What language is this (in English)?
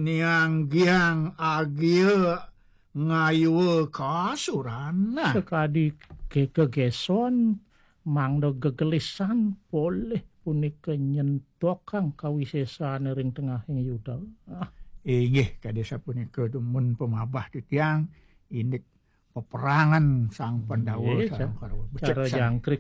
Balinese